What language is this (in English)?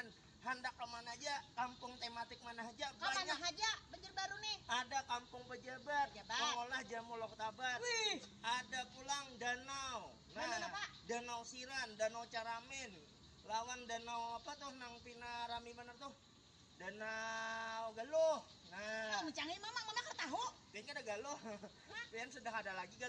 Banjar